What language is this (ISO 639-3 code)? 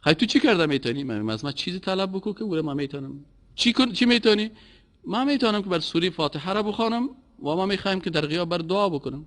fas